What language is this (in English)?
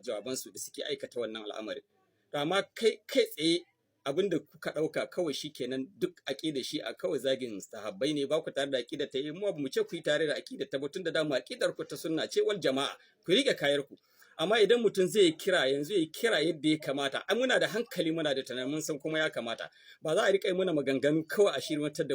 Hausa